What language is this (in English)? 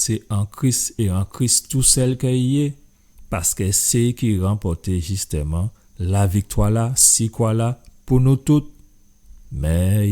Guadeloupean Creole French